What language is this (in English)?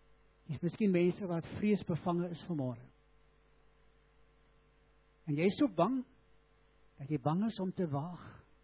Afrikaans